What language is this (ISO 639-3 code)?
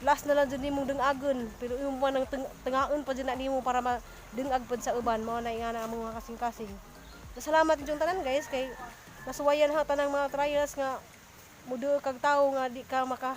ceb